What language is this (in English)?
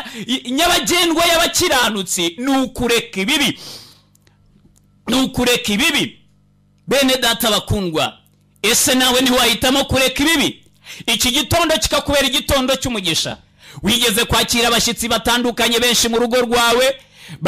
Kinyarwanda